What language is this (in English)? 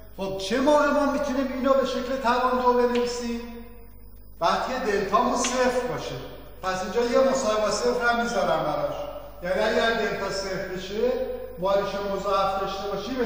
Persian